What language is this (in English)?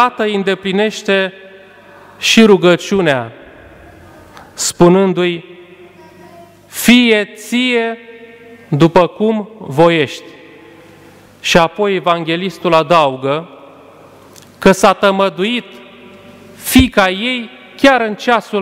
Romanian